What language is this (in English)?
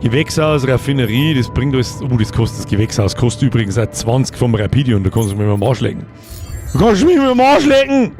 Bavarian